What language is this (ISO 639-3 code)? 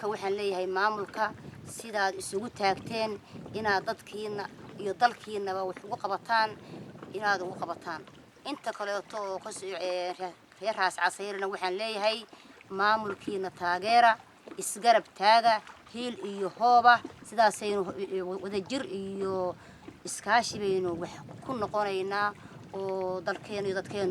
som